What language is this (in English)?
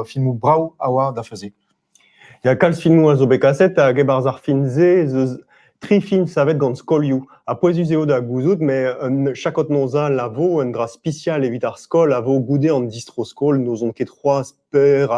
Breton